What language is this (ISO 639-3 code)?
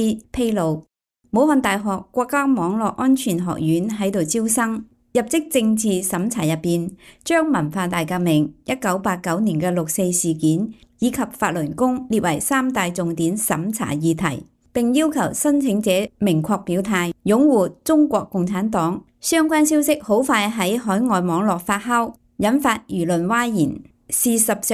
yue